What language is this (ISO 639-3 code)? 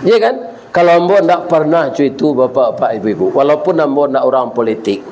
min